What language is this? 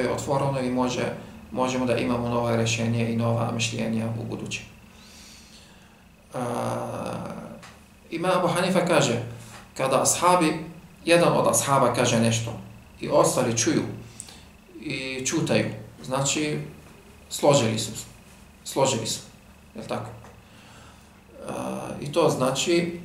Bosnian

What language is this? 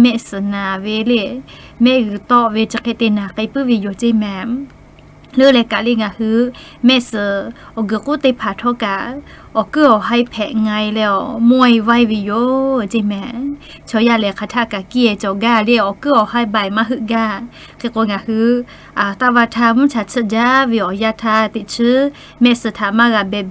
Lahu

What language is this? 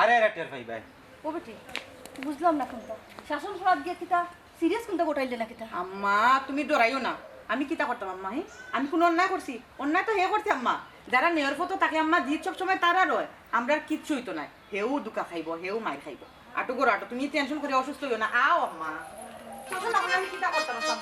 Sylheti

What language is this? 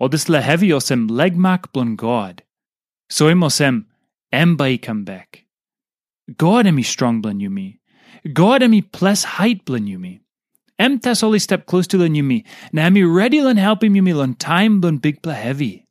Tok Pisin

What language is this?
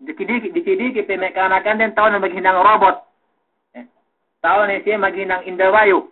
Yakan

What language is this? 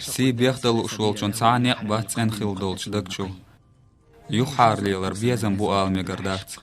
Chechen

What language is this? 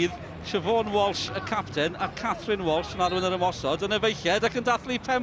Welsh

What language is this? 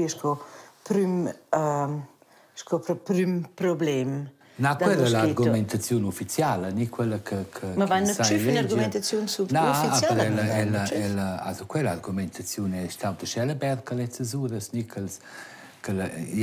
Romansh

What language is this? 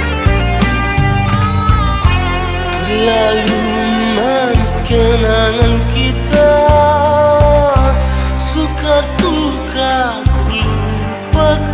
Malay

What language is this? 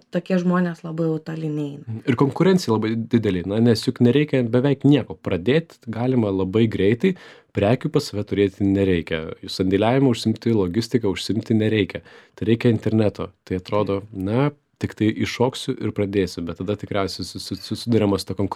Lithuanian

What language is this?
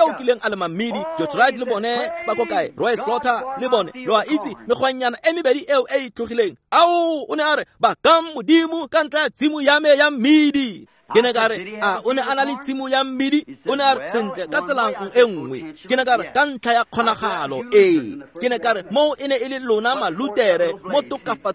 Tswana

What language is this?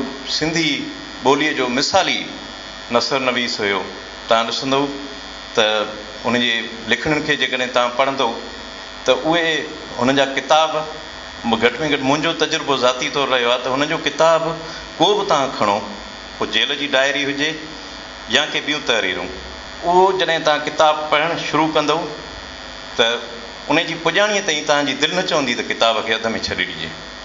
Sindhi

